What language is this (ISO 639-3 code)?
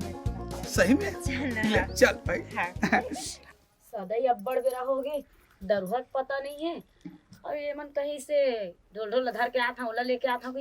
hne